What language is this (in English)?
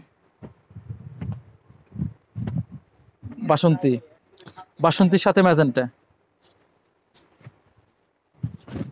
Bangla